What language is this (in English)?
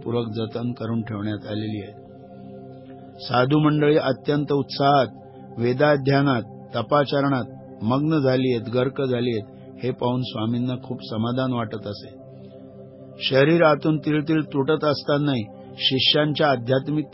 Marathi